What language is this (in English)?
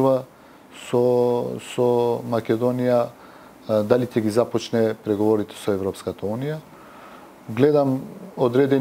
Macedonian